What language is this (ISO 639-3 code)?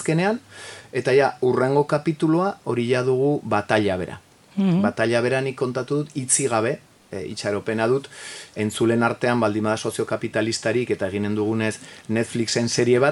eus